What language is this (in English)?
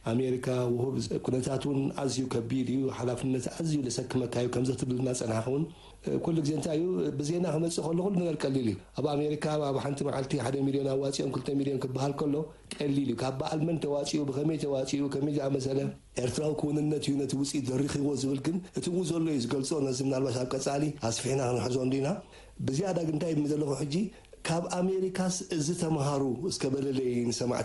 Tigrinya